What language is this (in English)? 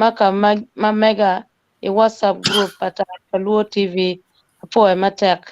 Acoli